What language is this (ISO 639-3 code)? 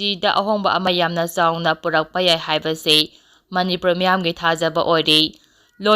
mni